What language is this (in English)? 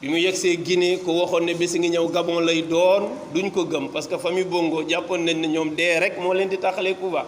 Wolof